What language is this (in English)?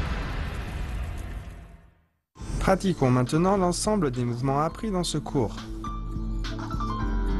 French